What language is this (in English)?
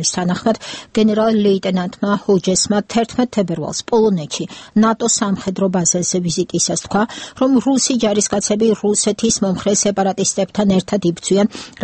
Georgian